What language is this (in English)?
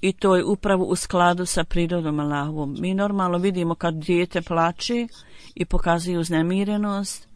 Bosnian